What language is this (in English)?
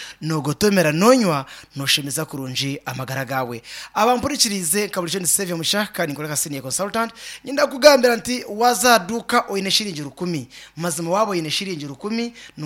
Nyankole